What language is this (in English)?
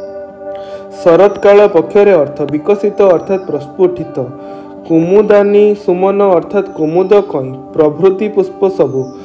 Odia